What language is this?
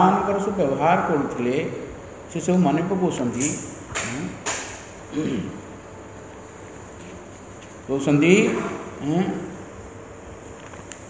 Odia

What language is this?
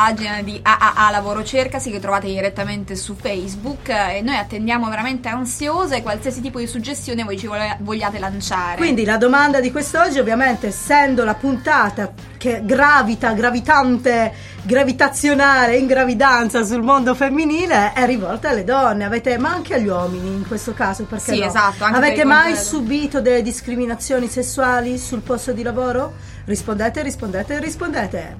Italian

